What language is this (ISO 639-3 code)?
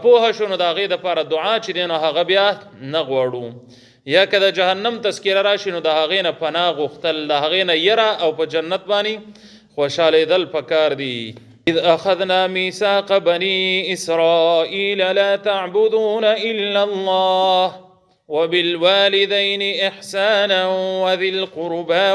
pus